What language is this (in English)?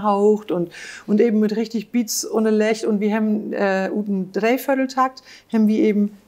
Low German